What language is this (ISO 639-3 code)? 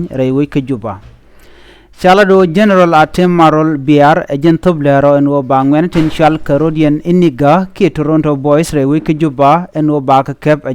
nus